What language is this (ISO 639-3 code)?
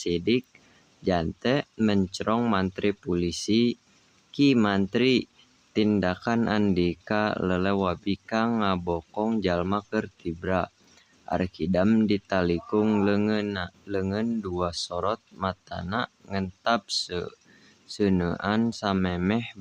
sun